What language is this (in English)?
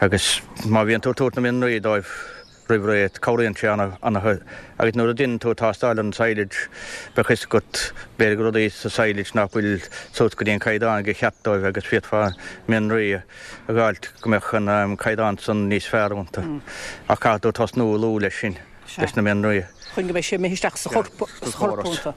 Irish